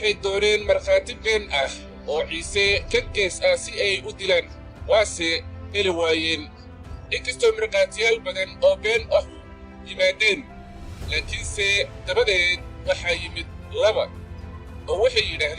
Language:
Somali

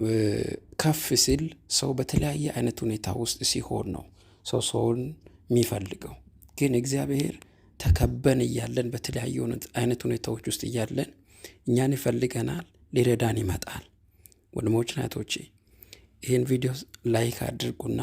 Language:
Amharic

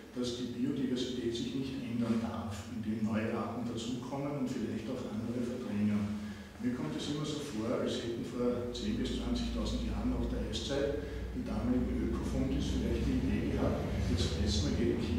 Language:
German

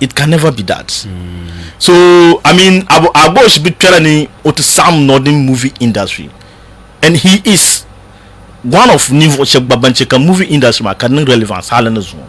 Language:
Dagbani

